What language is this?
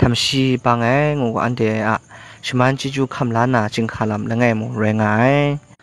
Kachin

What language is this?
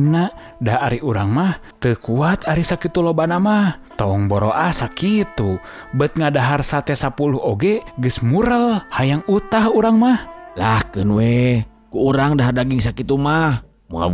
Sundanese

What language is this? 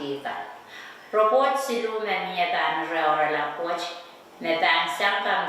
Pohnpeian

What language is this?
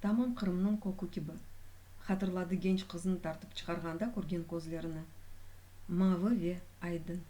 Crimean Tatar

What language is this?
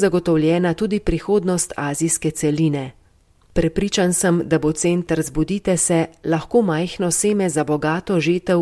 Slovenian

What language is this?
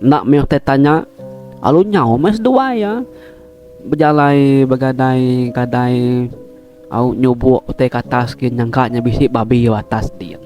Iban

